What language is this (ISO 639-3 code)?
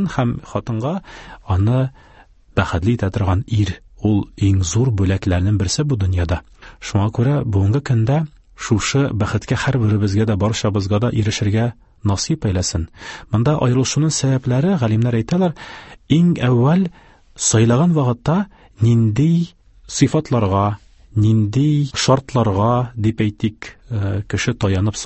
tat